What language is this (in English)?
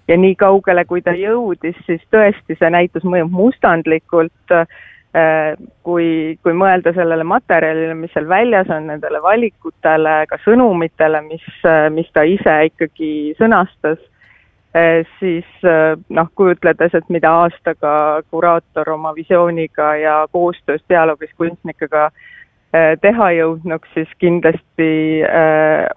Estonian